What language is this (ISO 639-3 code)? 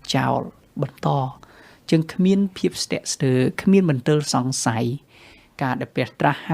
khm